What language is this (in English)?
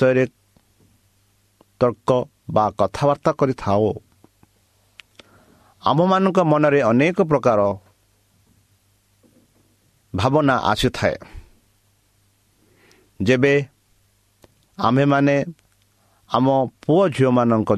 Odia